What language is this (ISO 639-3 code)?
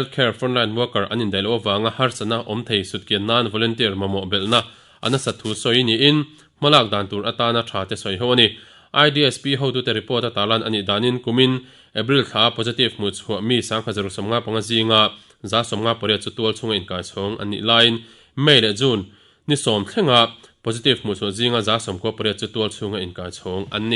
lus